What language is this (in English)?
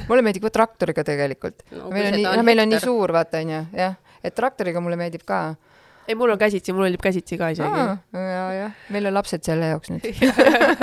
Estonian